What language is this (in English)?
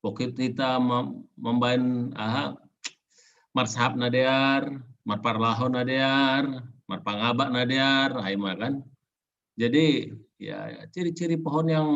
Batak Simalungun